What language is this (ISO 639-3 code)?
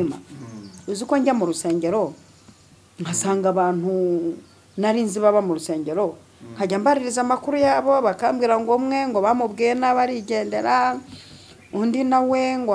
kin